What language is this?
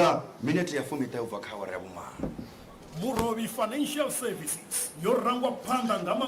Venda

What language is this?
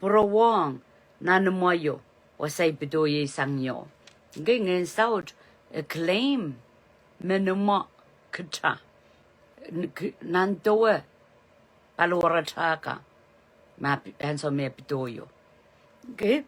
Pohnpeian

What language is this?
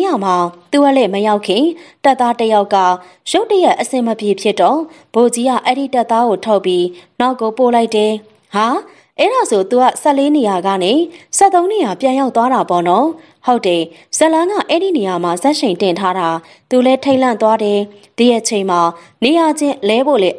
Burmese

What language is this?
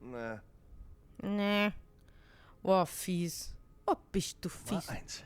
Swiss German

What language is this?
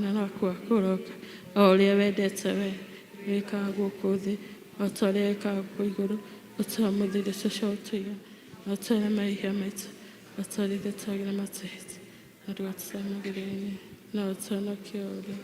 Kikuyu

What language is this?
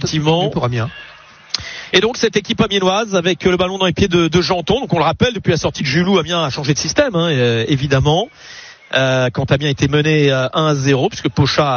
French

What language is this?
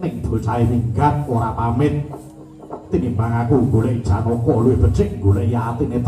Javanese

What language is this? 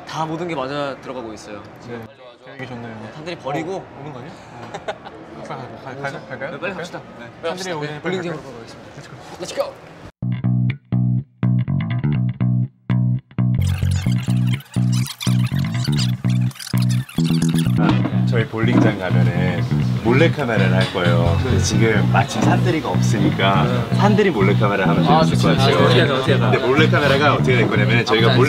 Korean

